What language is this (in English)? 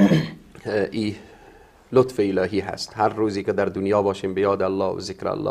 Persian